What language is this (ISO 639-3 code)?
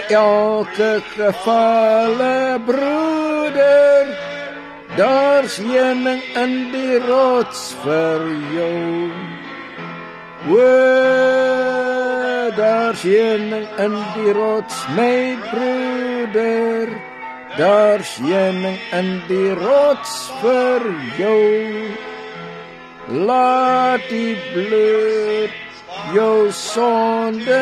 afr